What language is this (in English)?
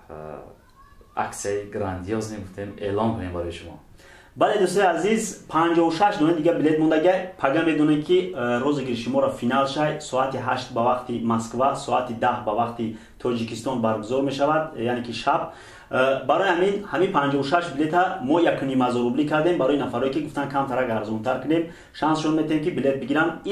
Tajik